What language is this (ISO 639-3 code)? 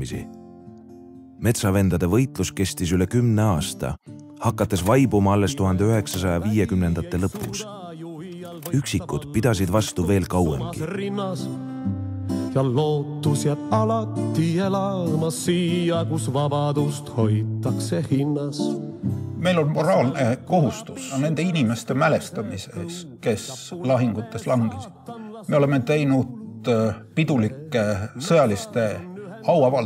est